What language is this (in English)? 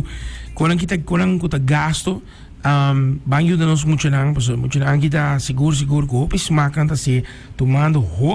Papiamento